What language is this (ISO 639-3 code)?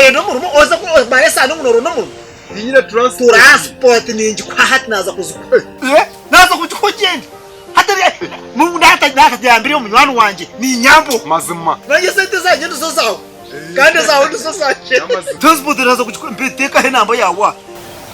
nyn